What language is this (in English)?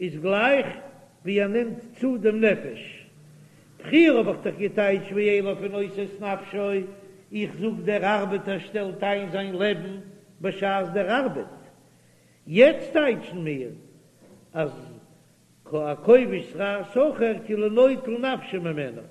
Yiddish